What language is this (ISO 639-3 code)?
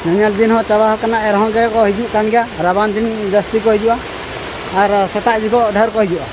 sat